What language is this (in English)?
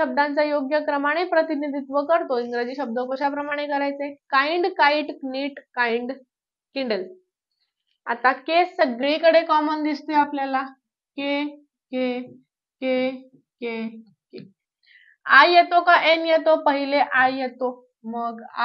Marathi